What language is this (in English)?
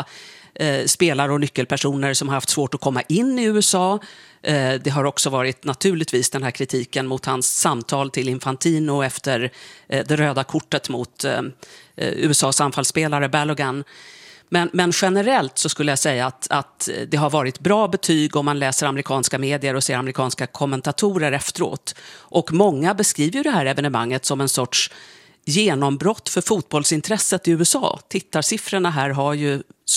Swedish